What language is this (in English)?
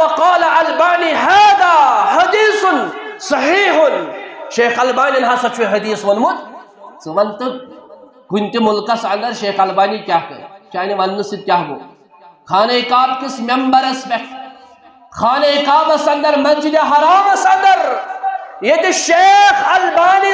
Kashmiri